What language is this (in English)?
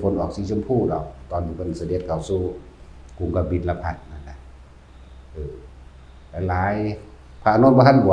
Northeastern Thai